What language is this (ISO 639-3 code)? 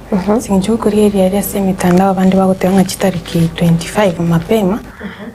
guz